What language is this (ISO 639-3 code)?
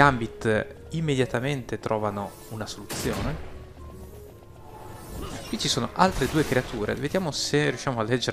ita